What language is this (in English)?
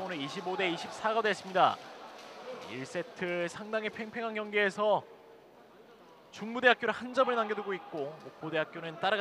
Korean